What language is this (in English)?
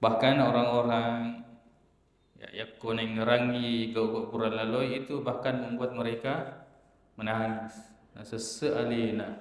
Buginese